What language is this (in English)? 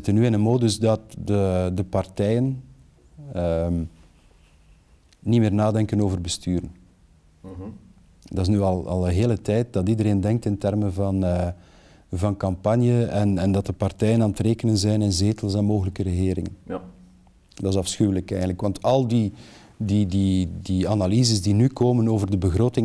Dutch